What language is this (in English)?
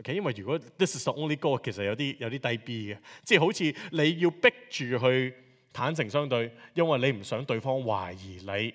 Cantonese